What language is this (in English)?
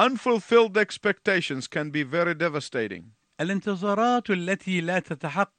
Arabic